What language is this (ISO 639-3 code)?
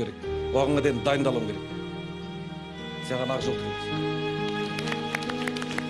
kaz